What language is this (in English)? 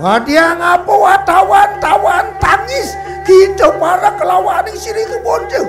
Balinese